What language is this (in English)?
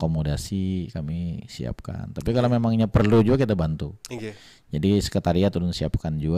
Banjar